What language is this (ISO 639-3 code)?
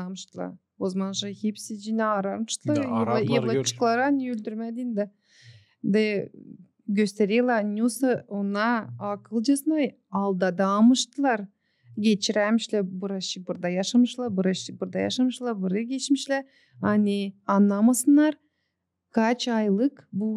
gag